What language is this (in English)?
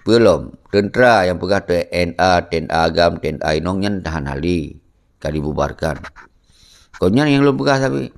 Achinese